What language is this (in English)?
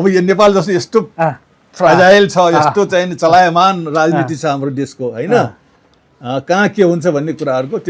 Nepali